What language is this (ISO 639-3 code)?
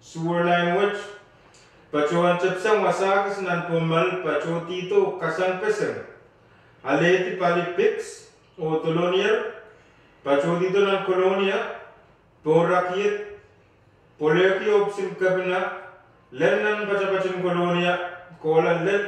pon